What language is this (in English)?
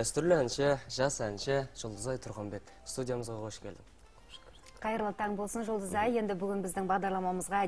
Kazakh